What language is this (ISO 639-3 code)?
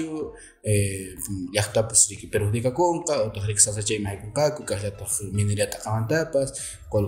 que